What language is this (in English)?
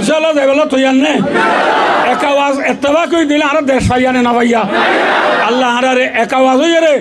Rohingya